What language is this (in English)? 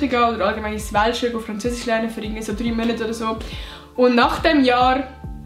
Swiss German